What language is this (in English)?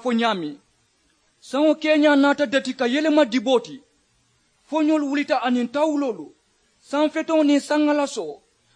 Mandingo